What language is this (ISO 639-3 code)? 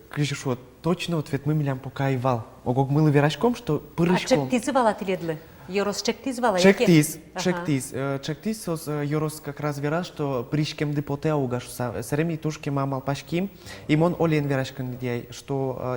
udm